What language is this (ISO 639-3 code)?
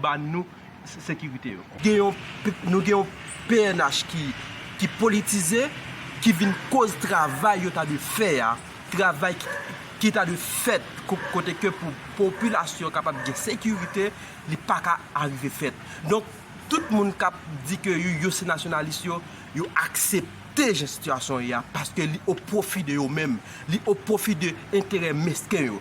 hat